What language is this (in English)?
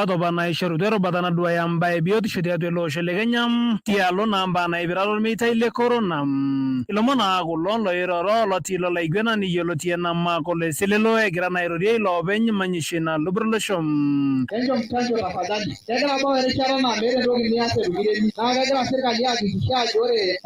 Masai